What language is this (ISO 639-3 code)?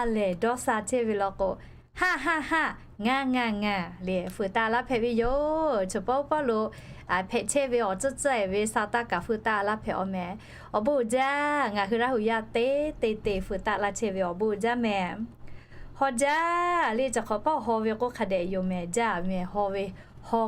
lhu